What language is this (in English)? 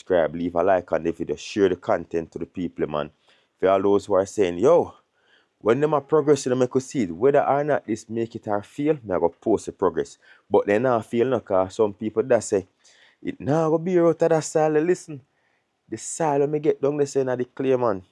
Jamaican Creole English